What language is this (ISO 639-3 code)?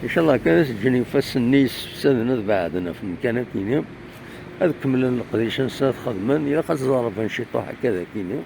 kab